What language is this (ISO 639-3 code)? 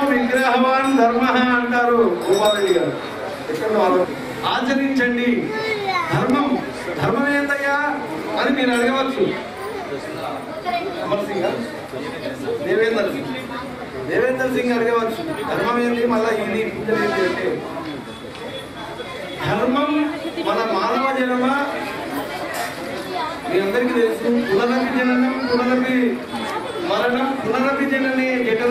tel